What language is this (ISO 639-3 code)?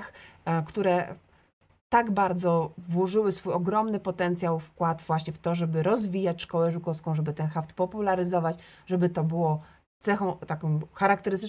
pol